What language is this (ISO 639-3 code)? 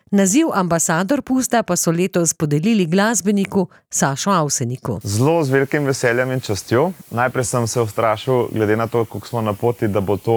slv